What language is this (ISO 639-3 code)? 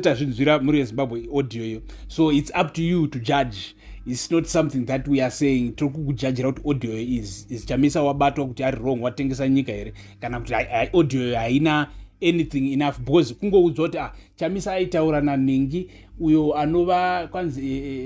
sna